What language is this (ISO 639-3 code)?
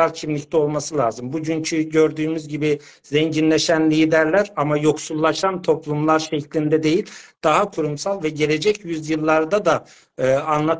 azb